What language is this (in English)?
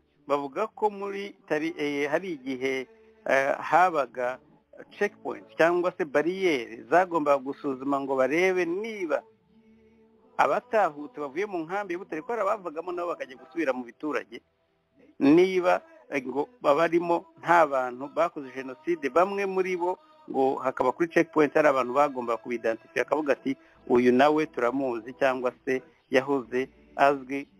Kinyarwanda